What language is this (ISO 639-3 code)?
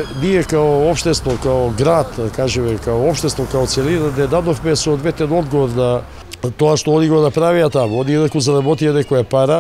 mkd